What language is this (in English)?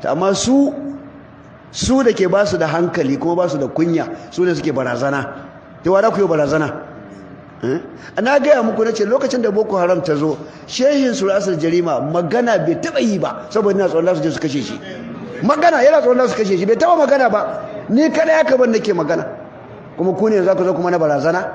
Hausa